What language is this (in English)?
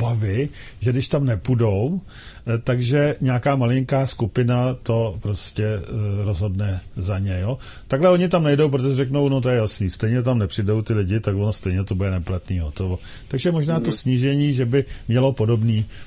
Czech